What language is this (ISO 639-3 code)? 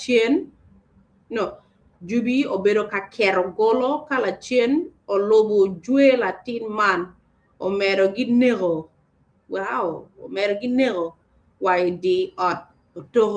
ach